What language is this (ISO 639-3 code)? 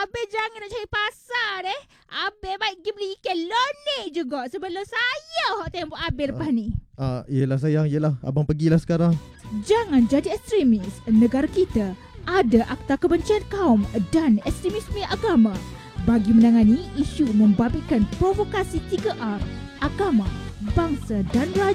msa